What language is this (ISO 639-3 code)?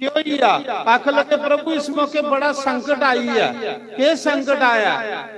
doi